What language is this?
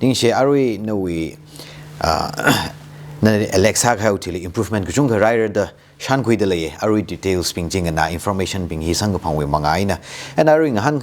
Tangkhul Naga (India)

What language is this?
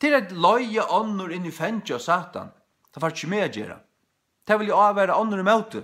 Faroese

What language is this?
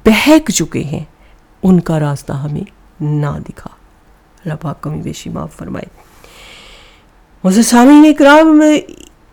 Urdu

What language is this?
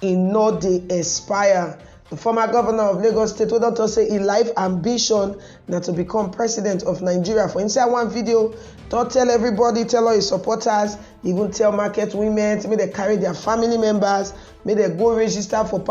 Nigerian Pidgin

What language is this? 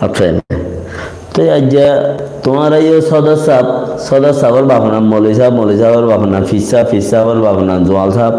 Rohingya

